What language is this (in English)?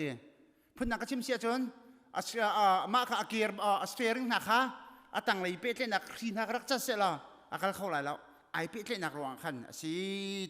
Hakha Chin